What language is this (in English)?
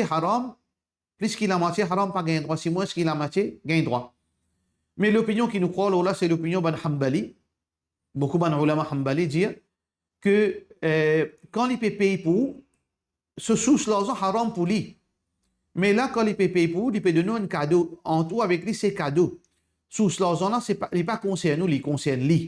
Morisyen